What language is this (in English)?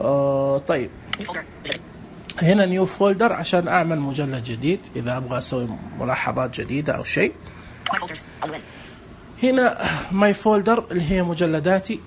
Najdi Arabic